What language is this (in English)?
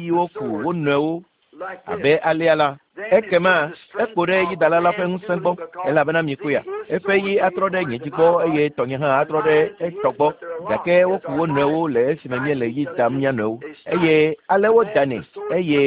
Ewe